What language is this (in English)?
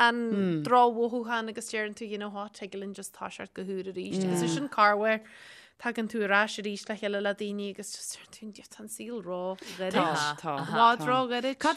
Irish